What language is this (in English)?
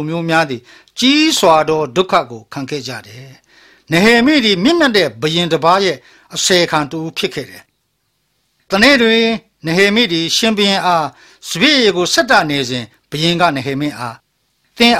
Burmese